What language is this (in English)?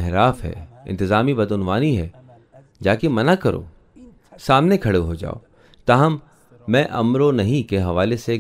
Urdu